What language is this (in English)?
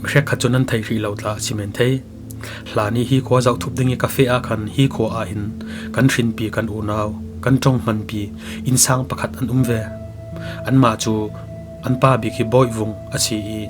Falam Chin